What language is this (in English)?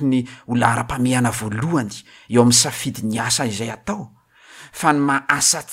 Malagasy